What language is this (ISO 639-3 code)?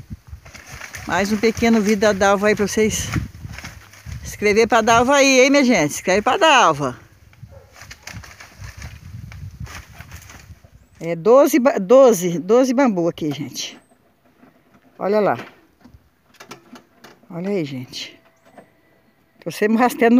por